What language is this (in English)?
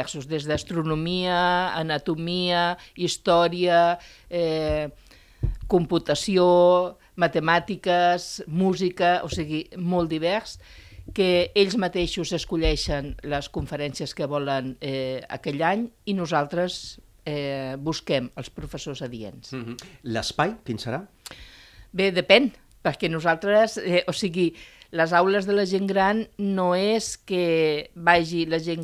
Catalan